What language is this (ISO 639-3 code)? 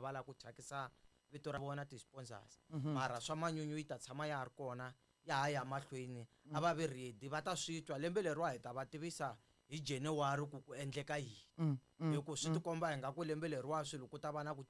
tso